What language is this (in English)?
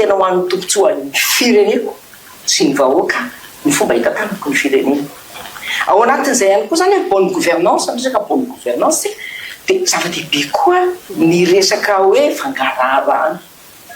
Malagasy